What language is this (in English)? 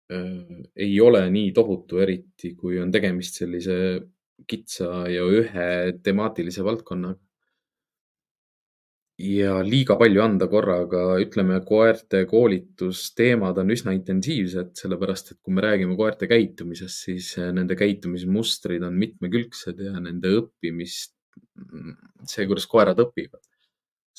Estonian